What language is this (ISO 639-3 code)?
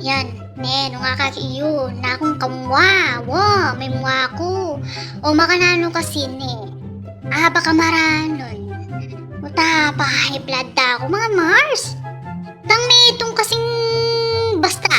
pam